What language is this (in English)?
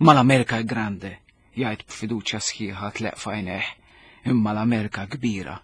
Maltese